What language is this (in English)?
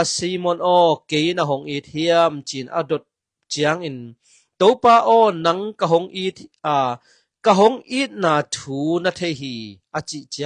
Tedim Chin